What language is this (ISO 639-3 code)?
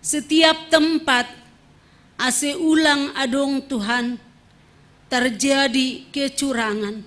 bts